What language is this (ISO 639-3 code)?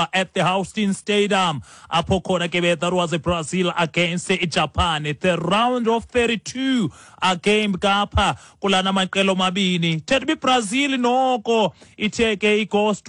xho